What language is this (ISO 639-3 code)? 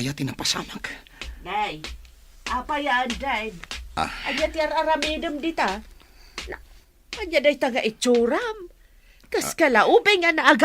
ilo